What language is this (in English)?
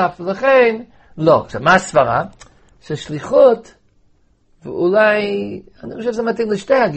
Hebrew